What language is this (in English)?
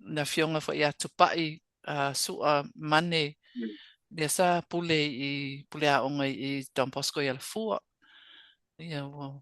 Samoan